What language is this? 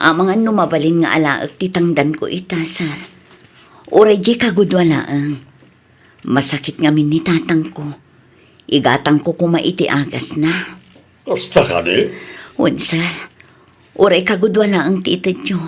Iloko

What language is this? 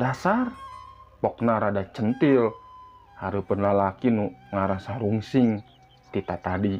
Sundanese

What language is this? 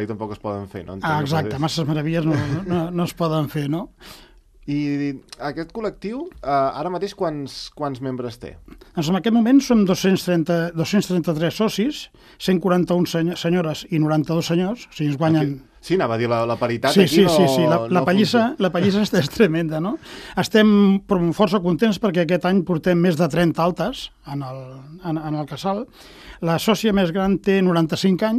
Catalan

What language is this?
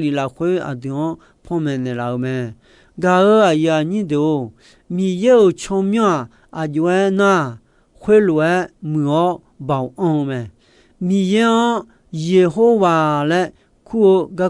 Akha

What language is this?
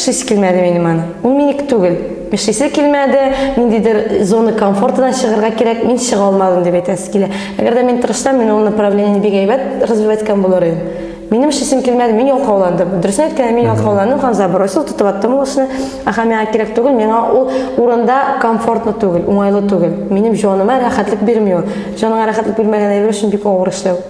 Tatar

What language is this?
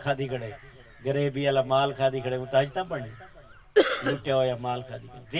Saraiki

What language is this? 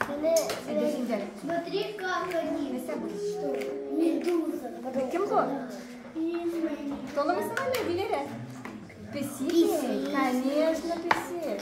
Tatar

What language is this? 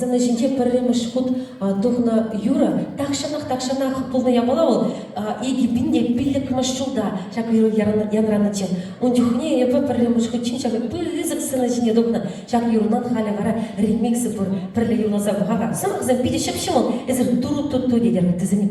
Chuvash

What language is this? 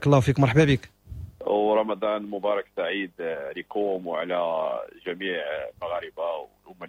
Moroccan Arabic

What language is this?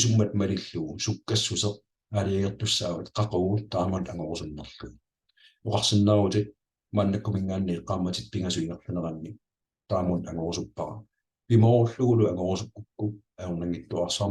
Kalaallisut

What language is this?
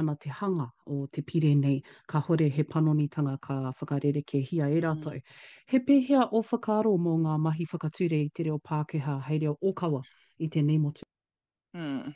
Māori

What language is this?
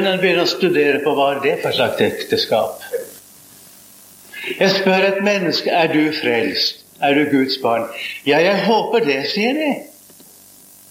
Norwegian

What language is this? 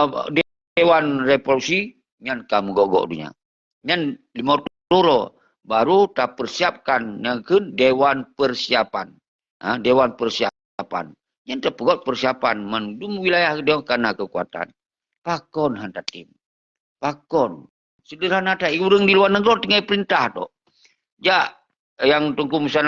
Achinese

